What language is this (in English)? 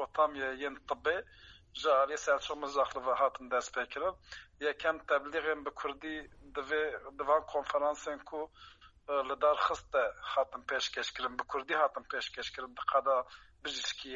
Kurdish